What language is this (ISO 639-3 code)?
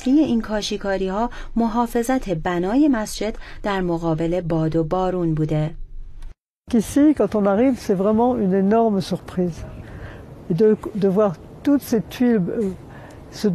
fas